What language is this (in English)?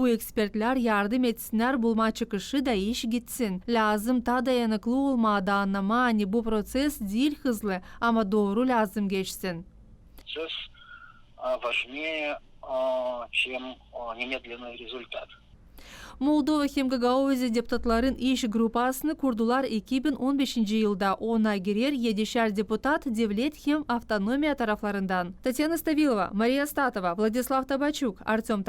Gagauz